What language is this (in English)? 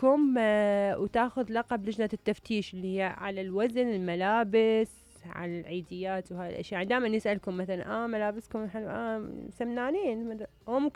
Mesopotamian Arabic